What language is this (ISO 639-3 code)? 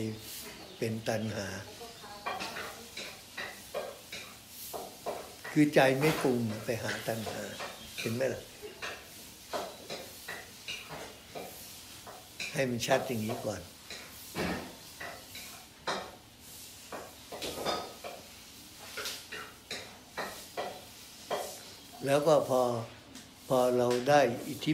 tha